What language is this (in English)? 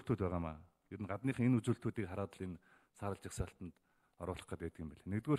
Mongolian